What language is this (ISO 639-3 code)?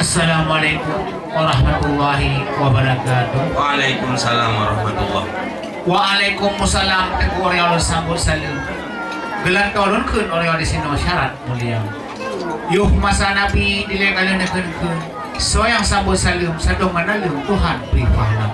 ace